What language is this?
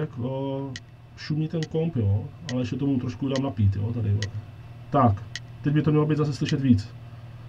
Czech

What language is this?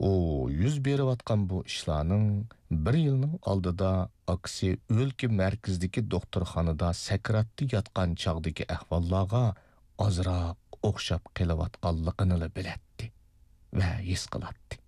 Uyghur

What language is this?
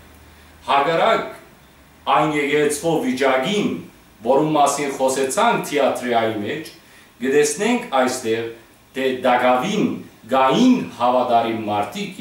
Western Armenian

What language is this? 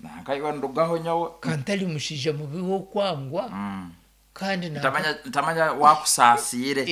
Nyankole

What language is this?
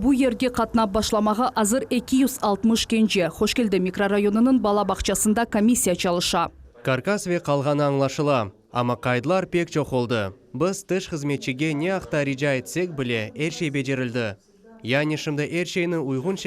Crimean Tatar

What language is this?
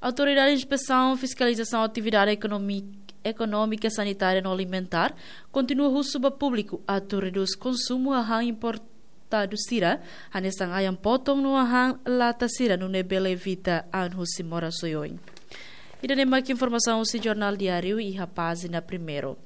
Tetum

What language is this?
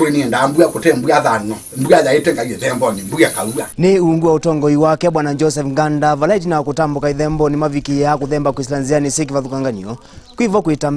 Kamba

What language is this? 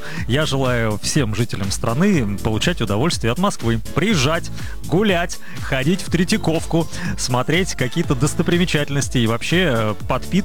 Russian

